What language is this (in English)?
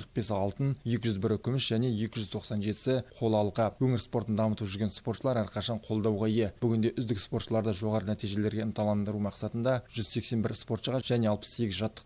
Kazakh